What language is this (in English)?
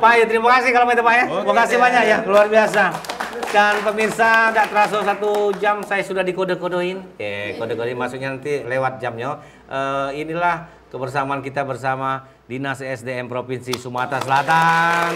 Musi